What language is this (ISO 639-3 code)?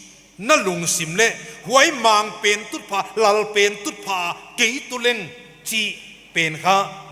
pck